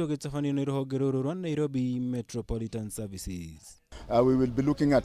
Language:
Kikuyu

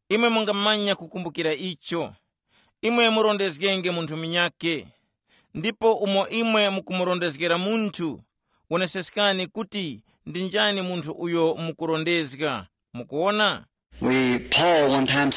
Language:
Tumbuka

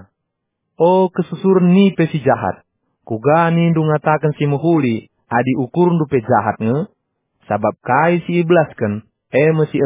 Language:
Batak Karo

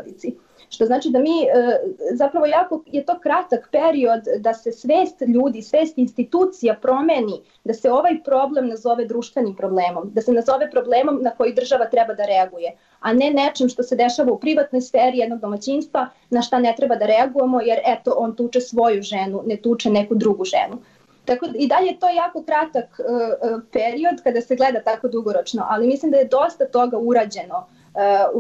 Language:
Serbian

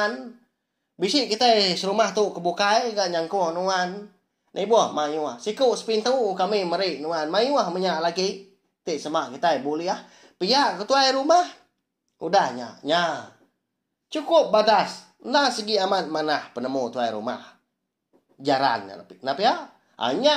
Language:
Iban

